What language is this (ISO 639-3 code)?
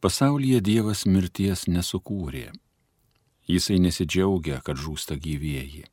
lit